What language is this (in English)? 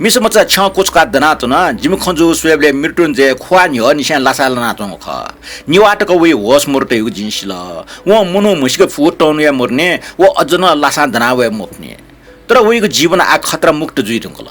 Newari